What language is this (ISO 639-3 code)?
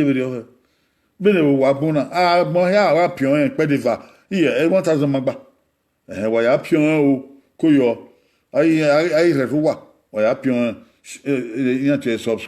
bin